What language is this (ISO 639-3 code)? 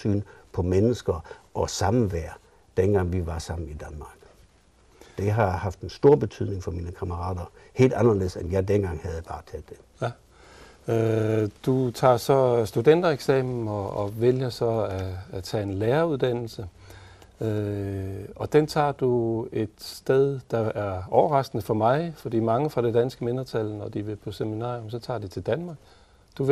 dan